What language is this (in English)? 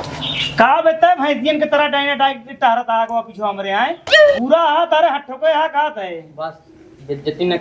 Awadhi